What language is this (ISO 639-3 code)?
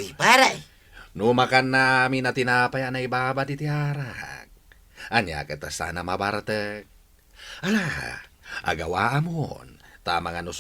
ilo